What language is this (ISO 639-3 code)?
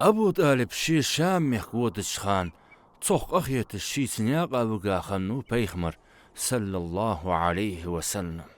inh